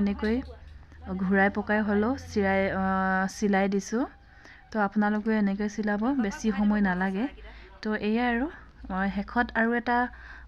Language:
Assamese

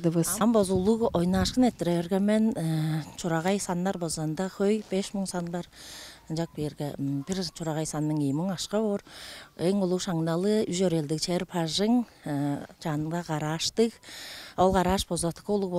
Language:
Tuvinian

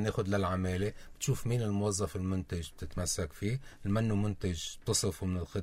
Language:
North Levantine Arabic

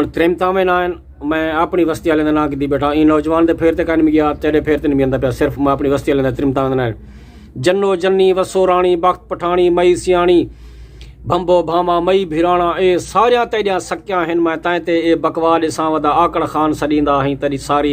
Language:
Saraiki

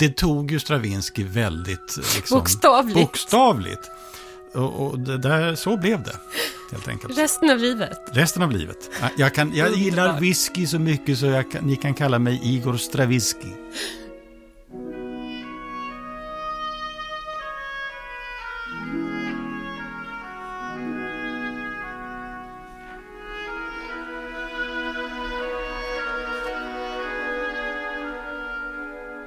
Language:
Swedish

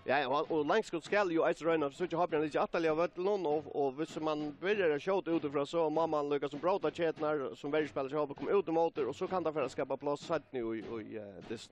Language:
Faroese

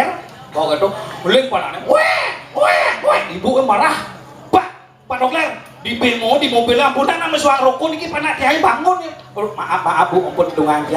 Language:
Balinese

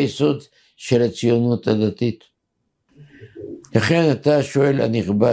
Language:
Hebrew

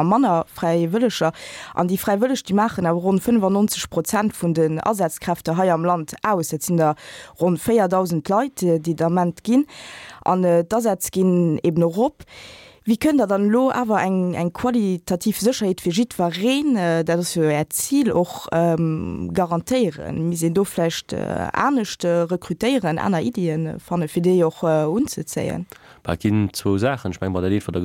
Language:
Luxembourgish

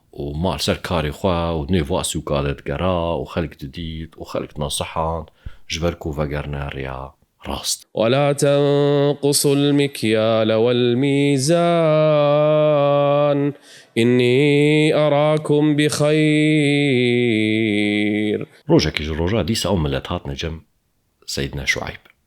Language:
Kurdish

